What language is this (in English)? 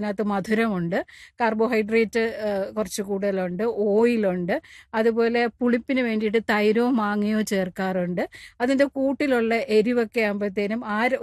Malayalam